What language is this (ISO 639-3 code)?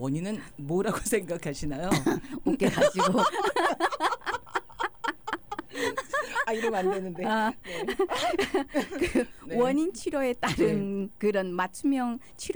kor